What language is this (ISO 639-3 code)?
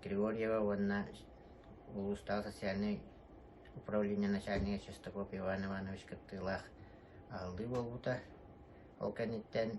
sah